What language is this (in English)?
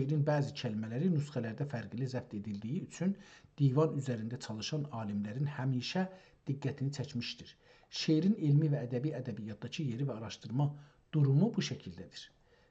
South Azerbaijani